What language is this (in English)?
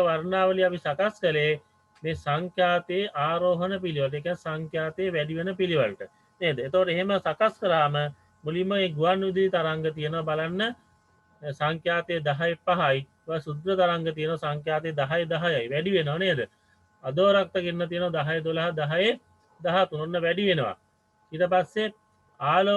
Sinhala